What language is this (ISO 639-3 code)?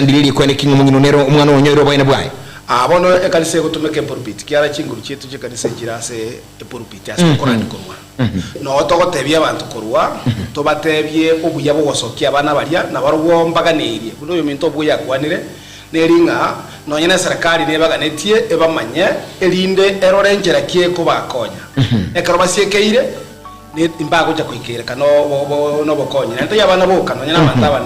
guz